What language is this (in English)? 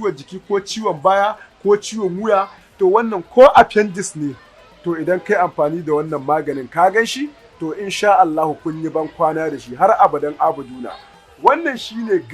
Hausa